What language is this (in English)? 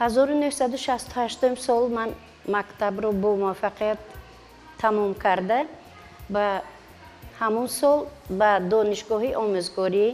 Tajik